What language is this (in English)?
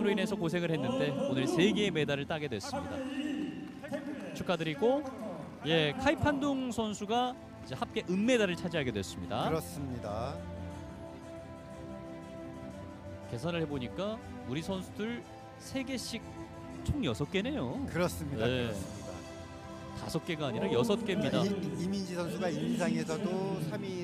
Korean